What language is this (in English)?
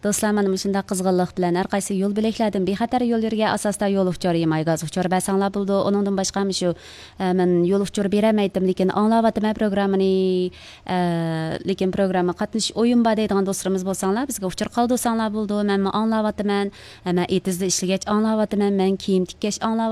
Uyghur